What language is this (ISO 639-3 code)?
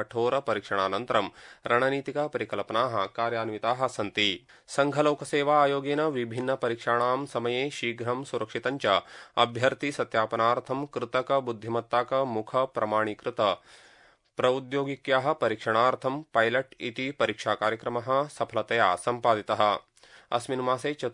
san